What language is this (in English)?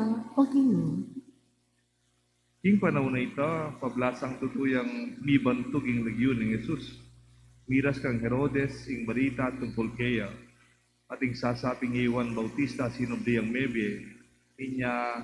Pampanga